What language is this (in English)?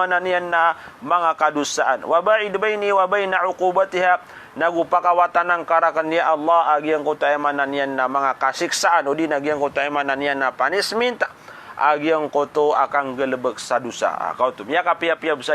Maranao